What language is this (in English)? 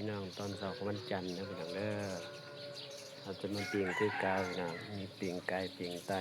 Lao